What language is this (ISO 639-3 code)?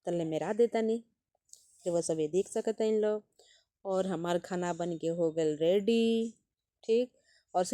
bho